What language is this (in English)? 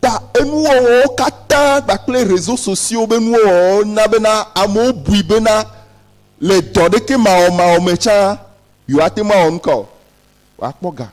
Ewe